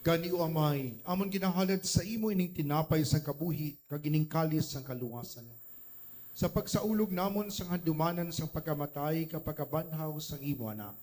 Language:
Hiligaynon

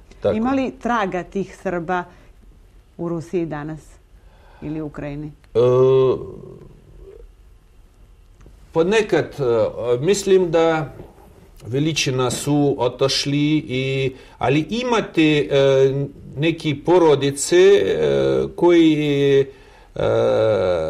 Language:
Serbian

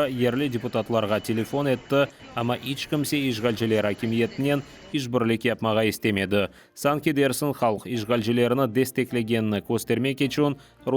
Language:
Crimean Tatar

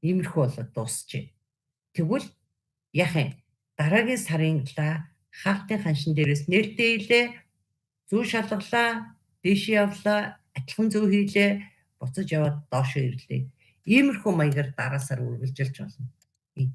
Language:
Mongolian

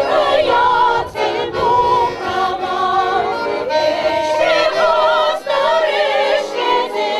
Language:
Chuvash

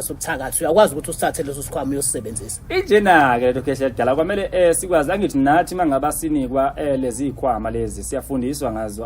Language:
Zulu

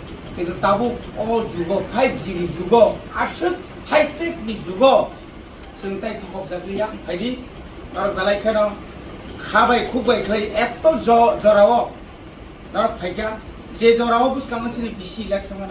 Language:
Kok Borok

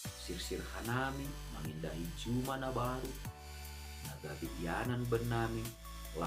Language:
Batak Simalungun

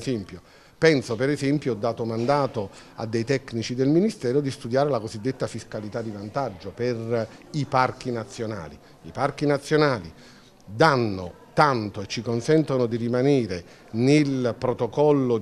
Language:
Italian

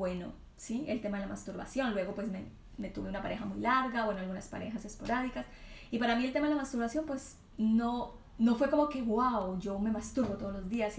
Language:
Spanish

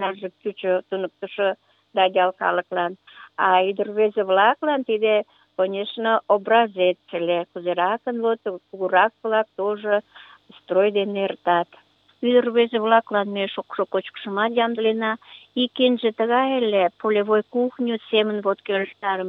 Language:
Mari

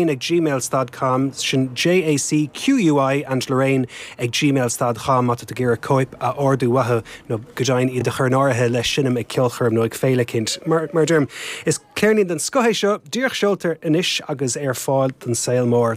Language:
Irish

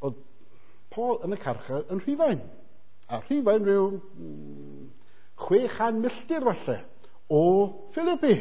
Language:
Welsh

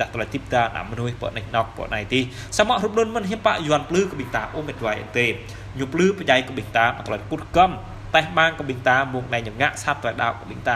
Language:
Jarai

